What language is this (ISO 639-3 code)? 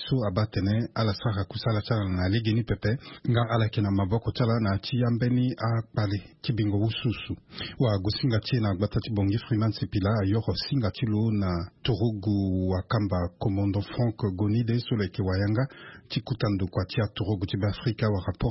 sag